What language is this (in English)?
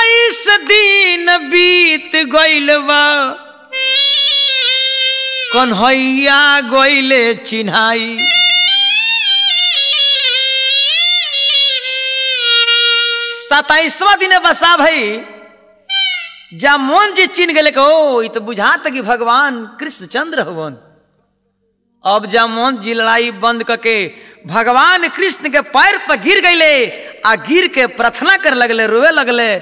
Bhojpuri